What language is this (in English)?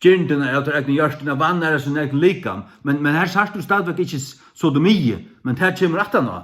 Faroese